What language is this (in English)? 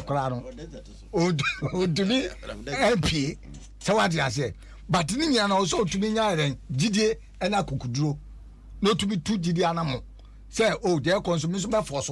Akan